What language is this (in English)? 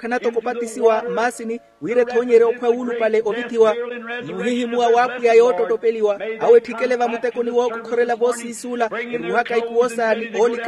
Makhuwa